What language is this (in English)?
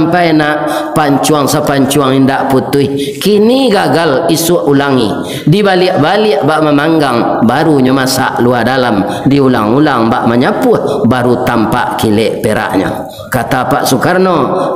Minangkabau